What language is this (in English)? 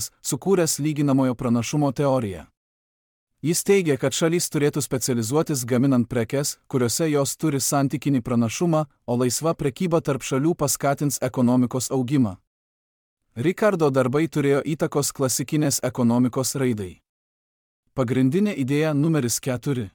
Lithuanian